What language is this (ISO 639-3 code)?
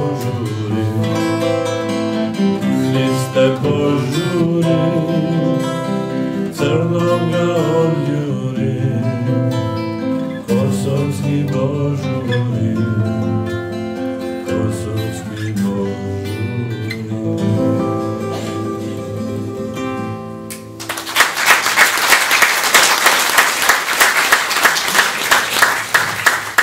srp